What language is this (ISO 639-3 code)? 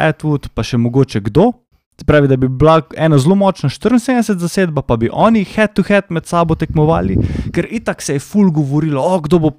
slv